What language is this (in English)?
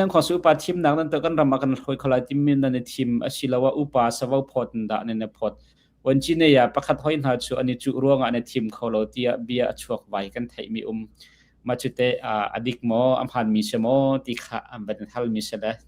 Hakha Chin